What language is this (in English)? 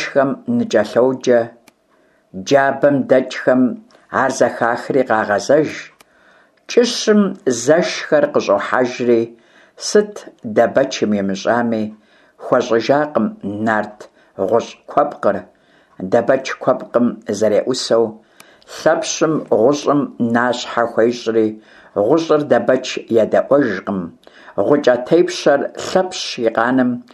Kabardian